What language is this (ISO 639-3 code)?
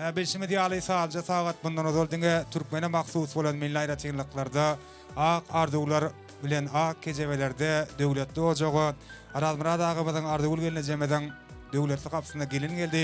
tuk